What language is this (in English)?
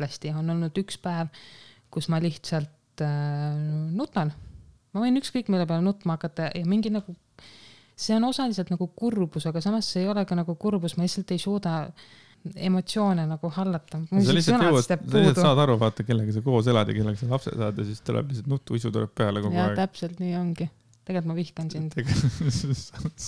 Estonian